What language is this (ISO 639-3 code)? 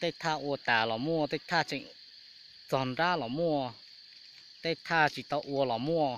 hmn